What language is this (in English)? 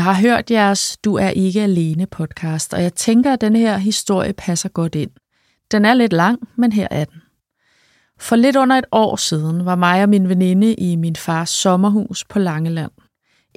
Danish